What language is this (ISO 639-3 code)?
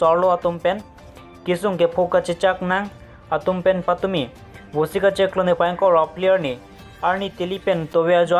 mjw